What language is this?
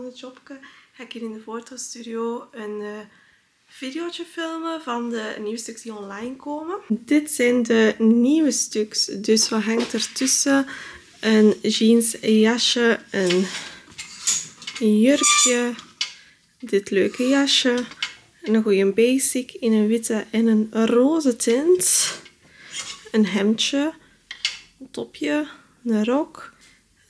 Dutch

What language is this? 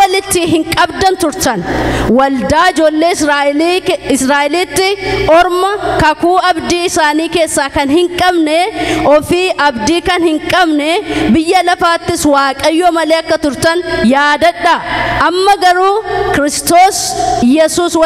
Oromo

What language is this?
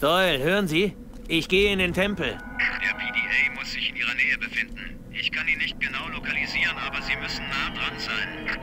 Bavarian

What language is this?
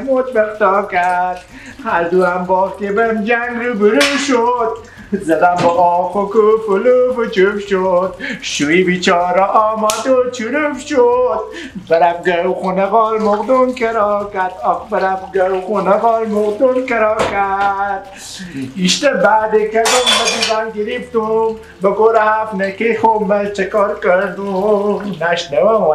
Persian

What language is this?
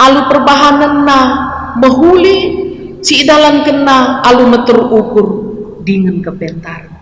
Batak Karo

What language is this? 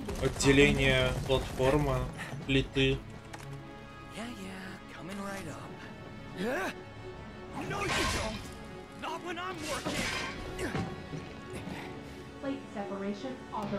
Russian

